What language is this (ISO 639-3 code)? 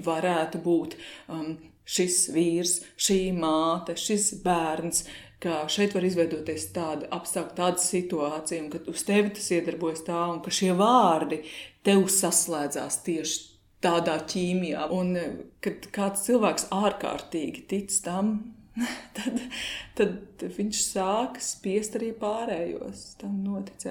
lav